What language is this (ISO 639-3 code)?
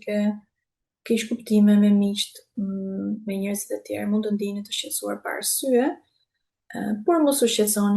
sqi